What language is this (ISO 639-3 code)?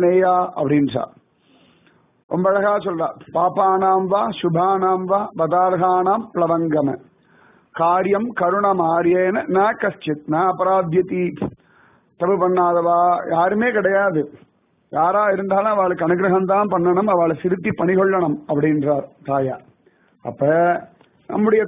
tam